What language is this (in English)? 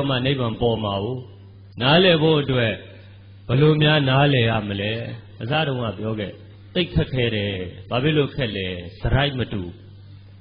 Burmese